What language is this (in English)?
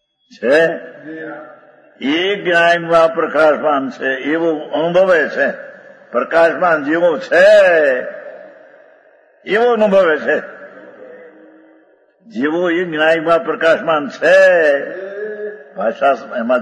Gujarati